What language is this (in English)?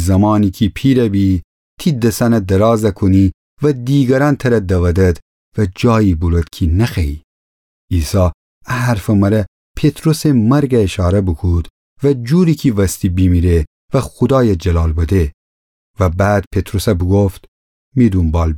Gilaki